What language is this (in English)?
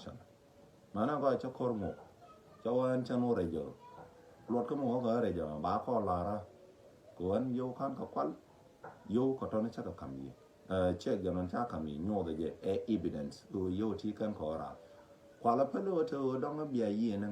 Nuer